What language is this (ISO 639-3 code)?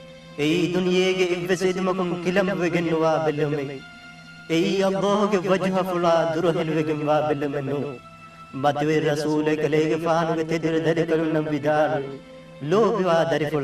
div